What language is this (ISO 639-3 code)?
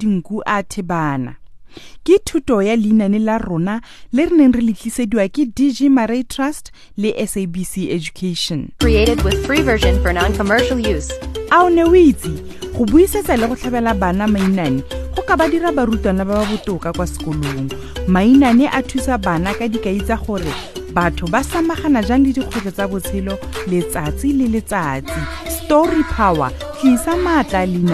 tsn